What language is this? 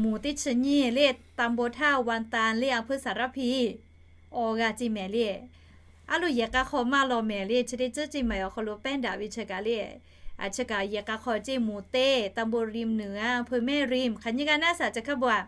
Lahu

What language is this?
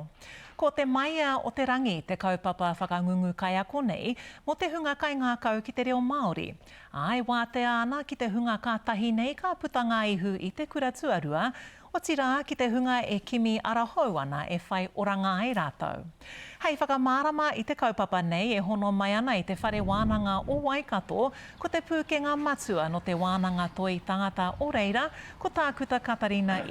Māori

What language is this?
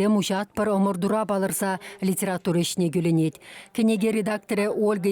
Chuvash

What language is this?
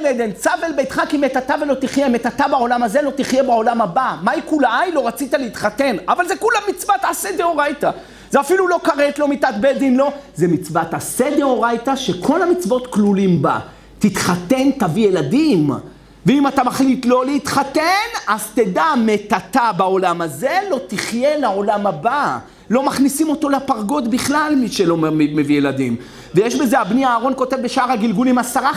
Hebrew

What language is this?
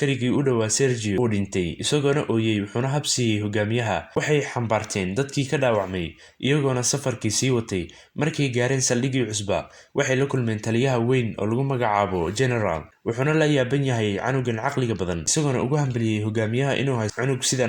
Somali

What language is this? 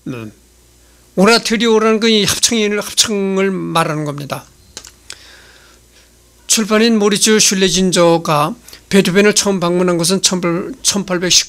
Korean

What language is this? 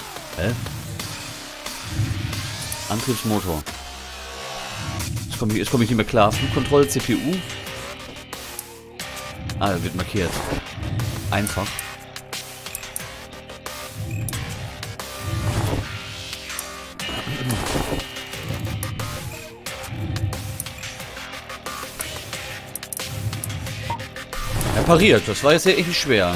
German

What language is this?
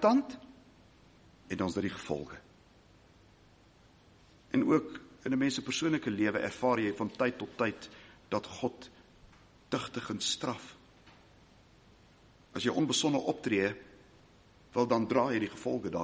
Afrikaans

